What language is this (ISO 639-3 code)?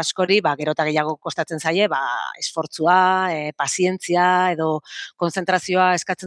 eus